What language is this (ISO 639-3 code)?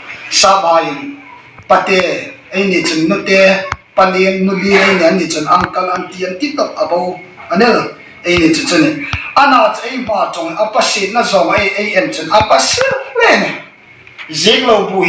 hmr